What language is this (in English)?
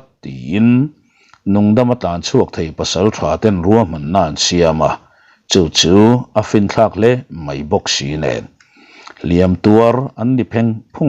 Mizo